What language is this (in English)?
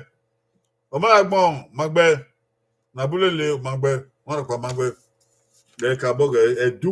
Bini